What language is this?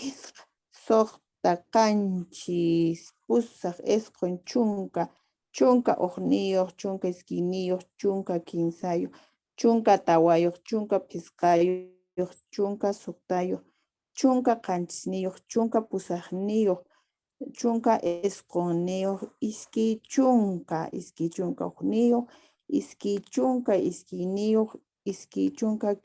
Quechua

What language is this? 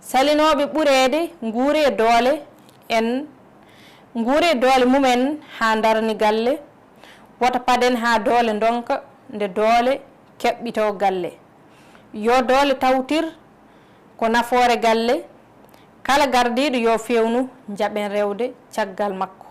Fula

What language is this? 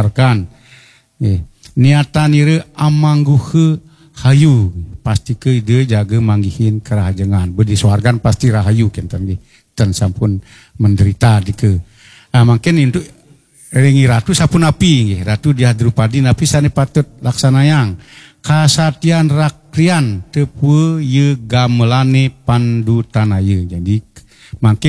Balinese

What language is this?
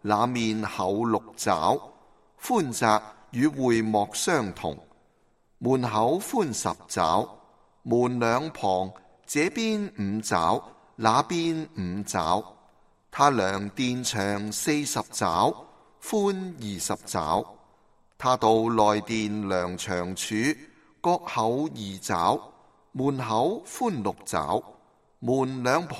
Cantonese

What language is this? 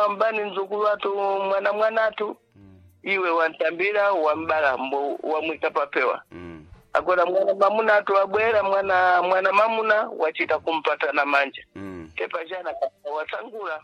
Sena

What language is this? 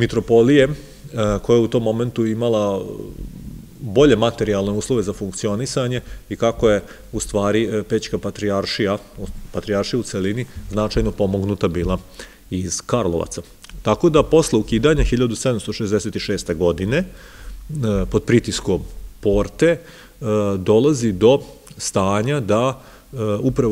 Serbian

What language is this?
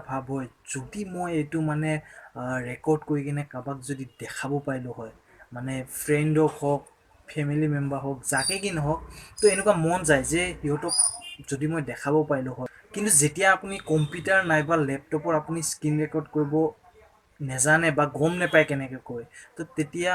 Assamese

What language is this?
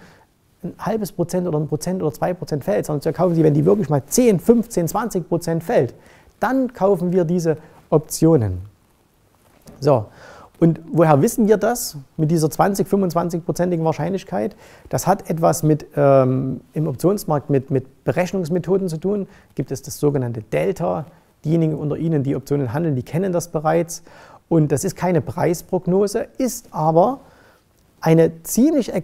German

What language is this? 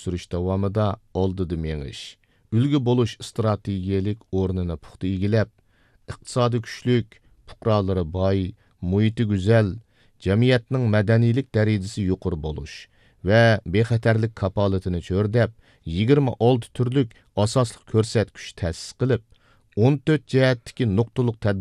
Uyghur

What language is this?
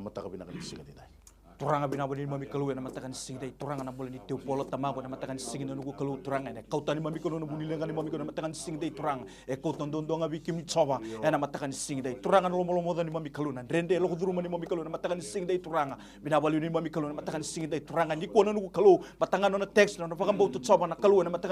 Fijian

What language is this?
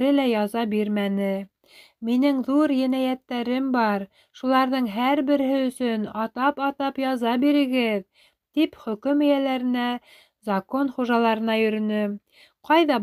Bashkir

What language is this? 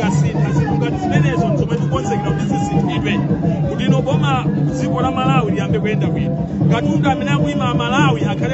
Nyanja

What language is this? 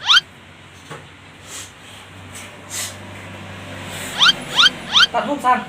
Lao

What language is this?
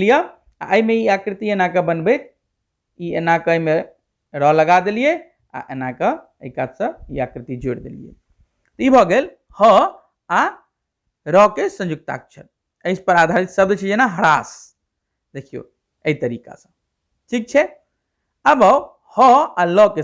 Maithili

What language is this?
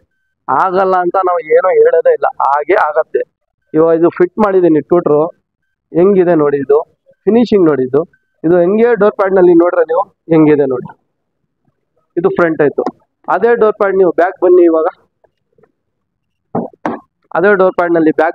Kannada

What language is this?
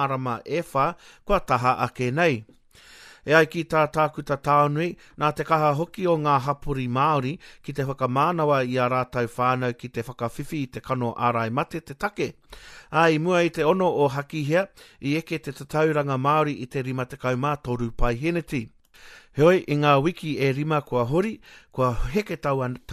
Māori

